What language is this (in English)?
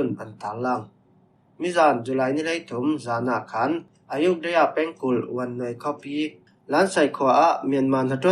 Falam Chin